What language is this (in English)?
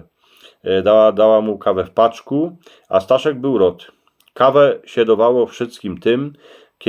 Silesian